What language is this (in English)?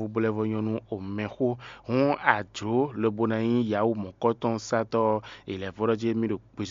Fon